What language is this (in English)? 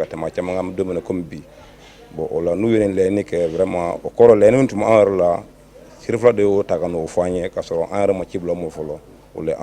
Bambara